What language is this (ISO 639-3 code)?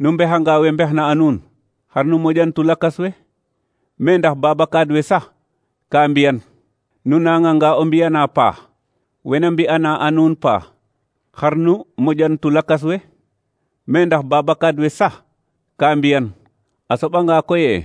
srr